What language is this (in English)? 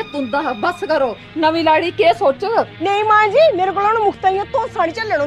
Dogri